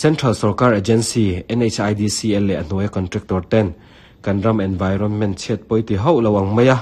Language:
Mizo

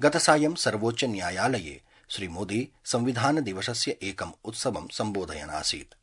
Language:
Sanskrit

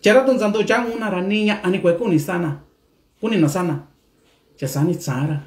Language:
Mixtepec Mixtec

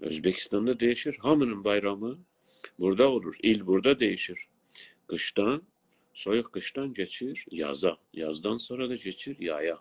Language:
South Azerbaijani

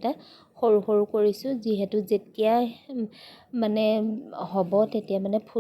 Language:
Assamese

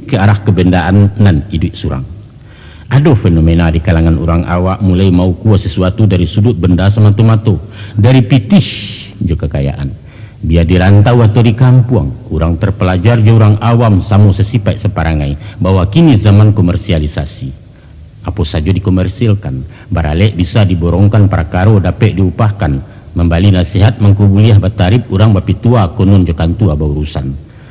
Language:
Minangkabau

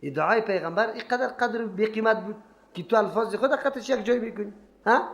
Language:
Persian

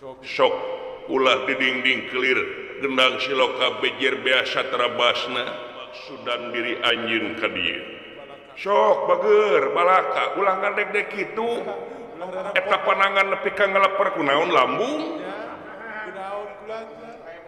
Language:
Sundanese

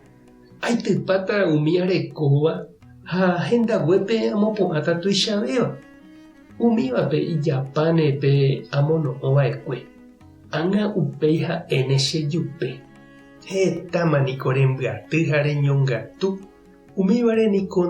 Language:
Guarani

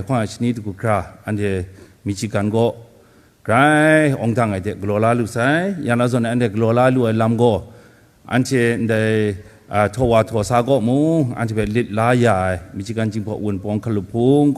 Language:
Kachin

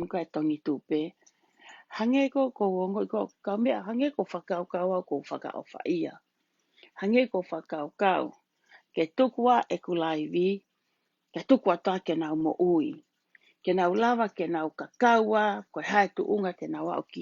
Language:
Tongan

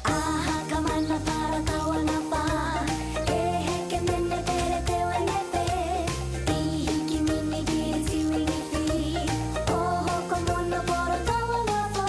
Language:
Māori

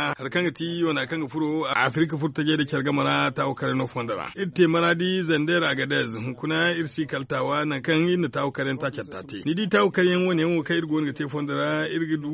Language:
Zarma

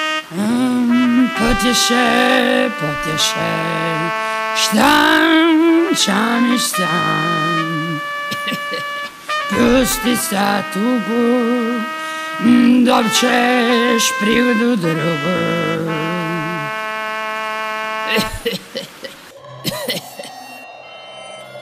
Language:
Croatian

